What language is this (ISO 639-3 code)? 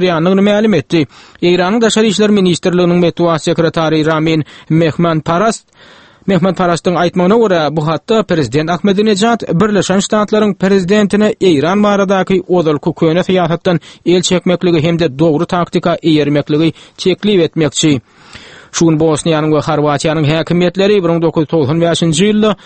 tuk